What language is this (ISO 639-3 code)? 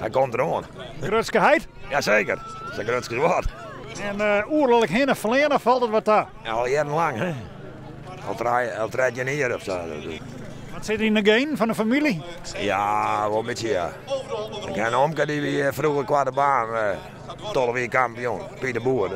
fry